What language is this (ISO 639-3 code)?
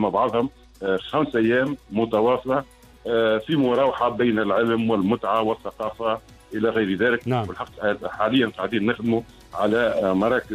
aeb